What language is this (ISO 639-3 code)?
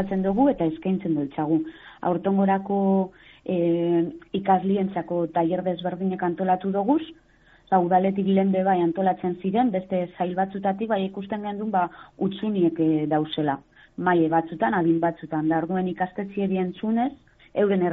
eus